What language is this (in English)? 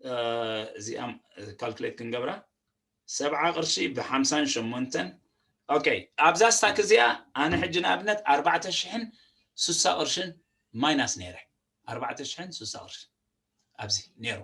Tigrinya